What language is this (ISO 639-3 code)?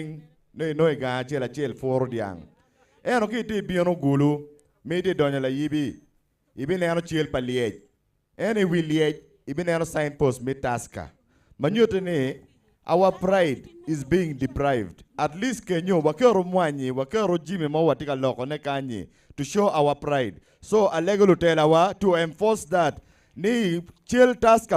ach